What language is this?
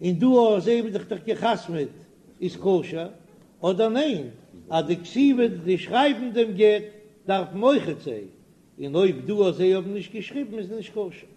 Yiddish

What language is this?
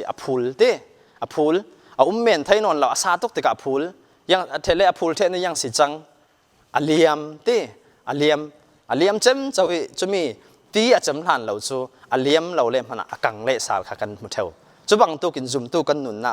Falam Chin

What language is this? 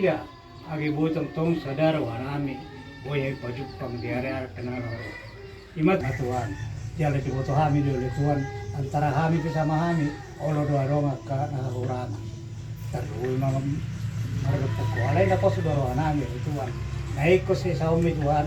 Batak Toba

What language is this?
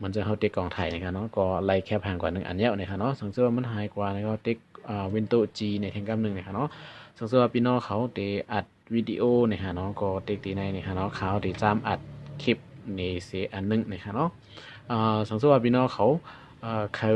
Shan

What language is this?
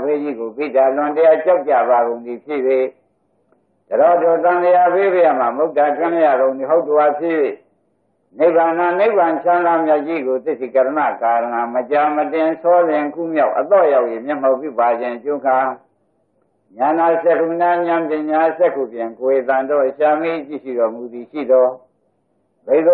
Burmese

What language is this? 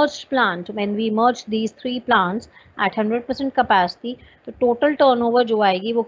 Hindi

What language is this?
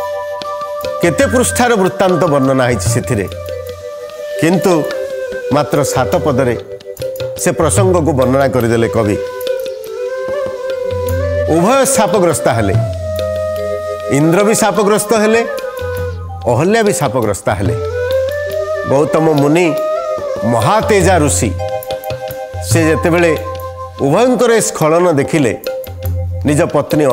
Odia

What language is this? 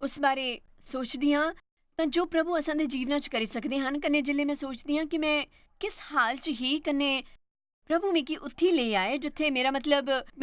Dogri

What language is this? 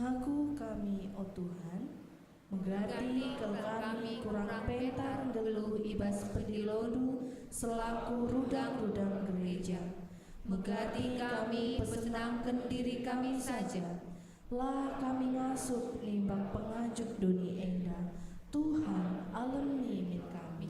Batak Karo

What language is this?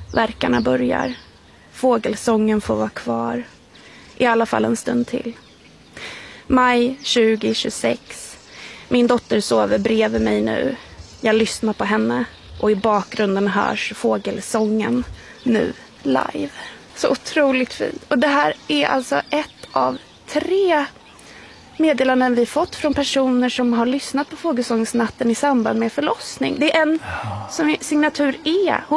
Swedish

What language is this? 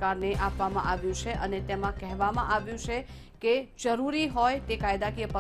Gujarati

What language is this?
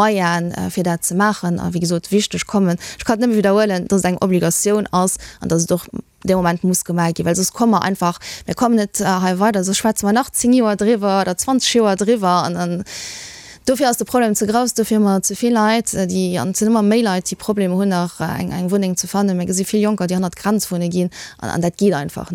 Luxembourgish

